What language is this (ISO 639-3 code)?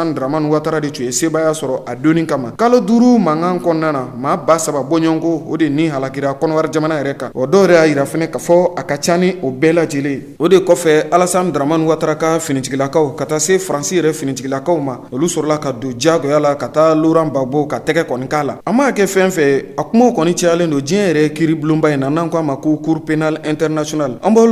bam